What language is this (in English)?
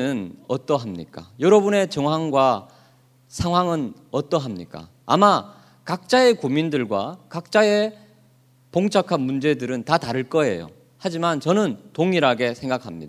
Korean